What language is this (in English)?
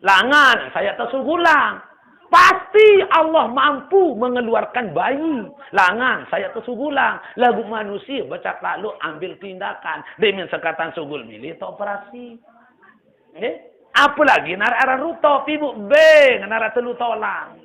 Sasak